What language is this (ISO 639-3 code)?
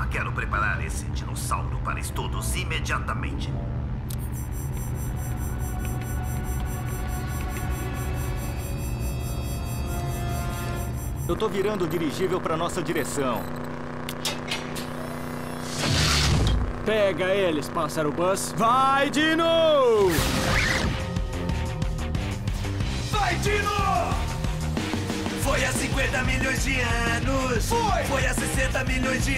por